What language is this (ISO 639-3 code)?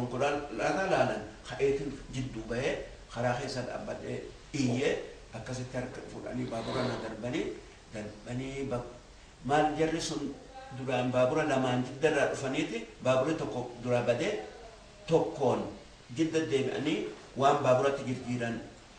orm